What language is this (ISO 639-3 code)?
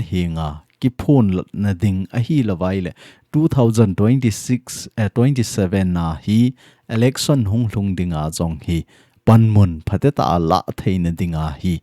tcz